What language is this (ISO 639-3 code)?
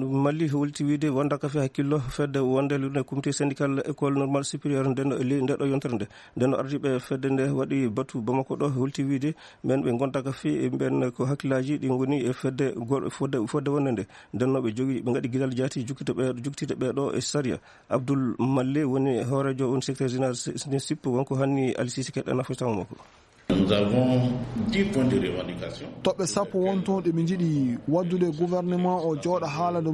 ful